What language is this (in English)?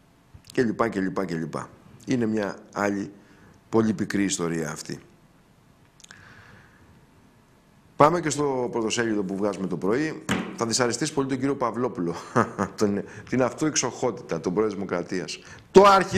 Greek